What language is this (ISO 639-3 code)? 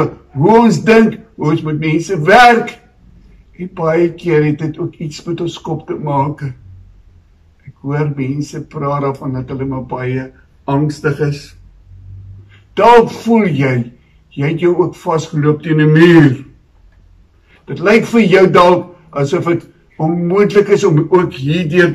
afr